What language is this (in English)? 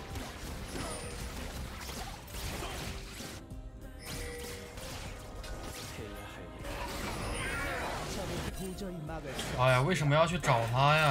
Korean